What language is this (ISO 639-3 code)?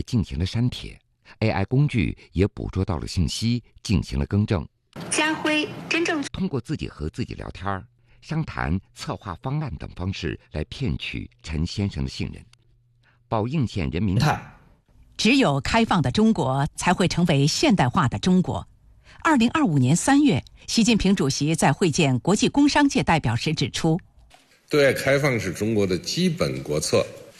zho